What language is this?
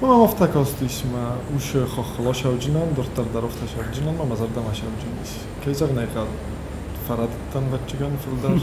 Ossetic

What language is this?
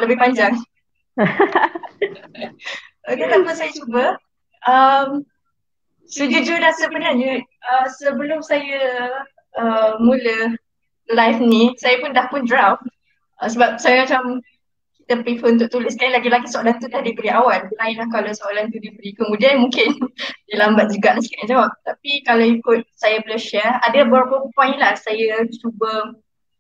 Malay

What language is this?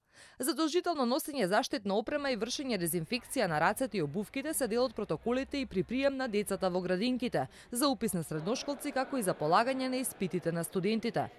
Macedonian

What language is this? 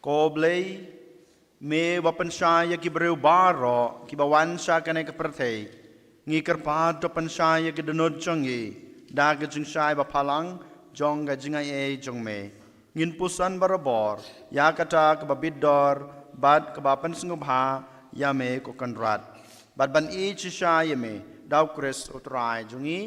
Khasi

